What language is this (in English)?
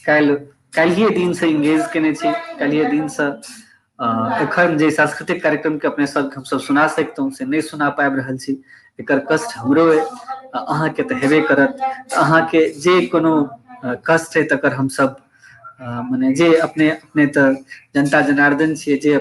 Maithili